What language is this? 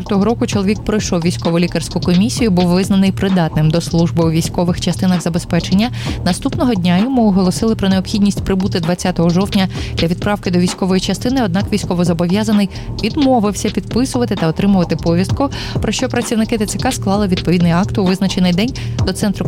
Ukrainian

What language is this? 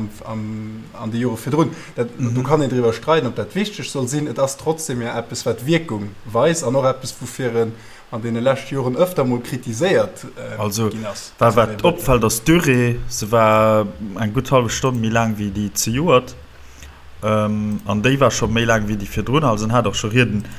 Luxembourgish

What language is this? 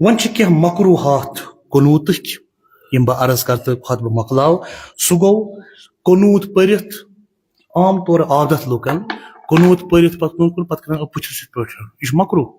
Kashmiri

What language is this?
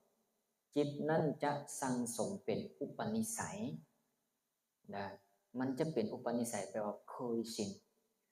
Lao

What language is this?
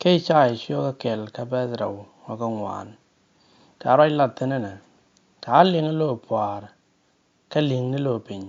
Nuer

